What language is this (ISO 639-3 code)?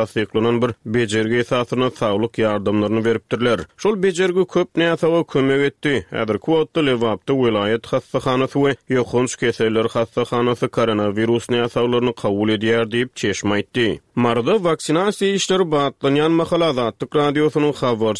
tuk